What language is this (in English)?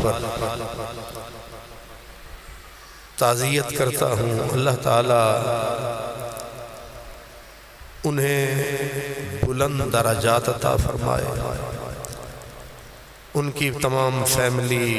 Urdu